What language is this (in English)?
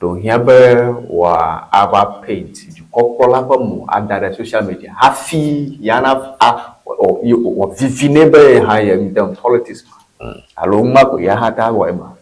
Ewe